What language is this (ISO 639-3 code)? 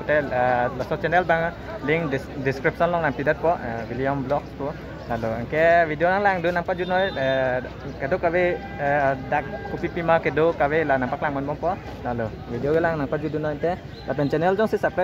mjw